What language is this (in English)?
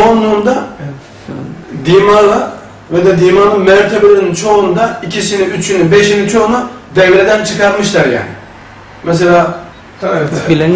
Turkish